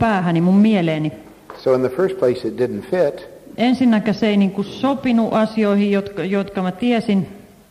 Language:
Finnish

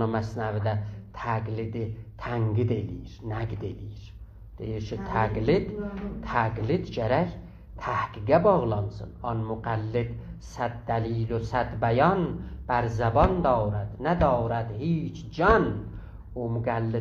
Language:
South Azerbaijani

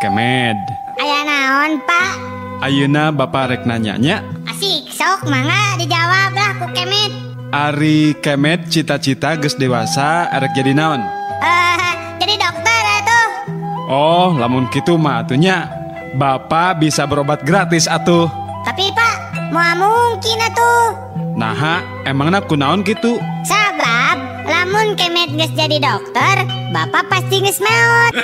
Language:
Sundanese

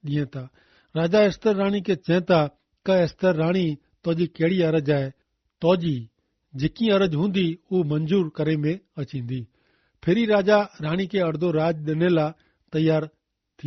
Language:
Kachhi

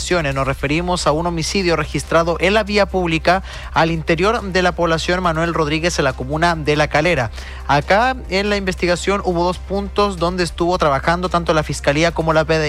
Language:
Spanish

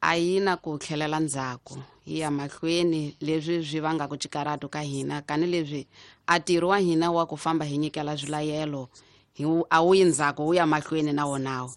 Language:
Tsonga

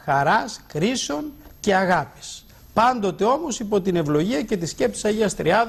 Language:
Greek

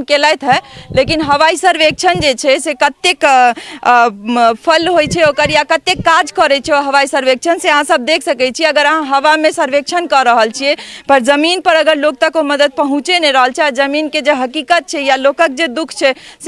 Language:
Maithili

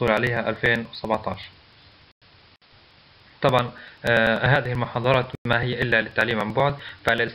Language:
Arabic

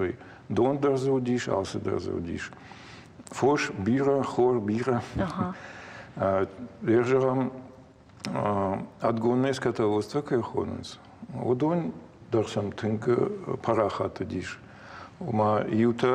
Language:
Ossetic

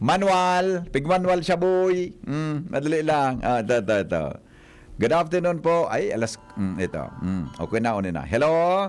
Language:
Bikol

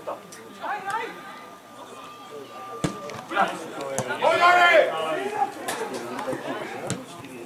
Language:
Slovak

